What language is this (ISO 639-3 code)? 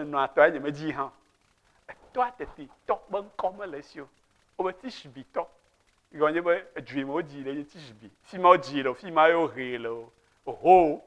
ewe